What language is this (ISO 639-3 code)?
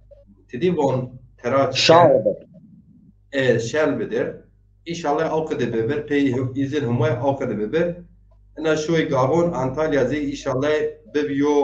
zza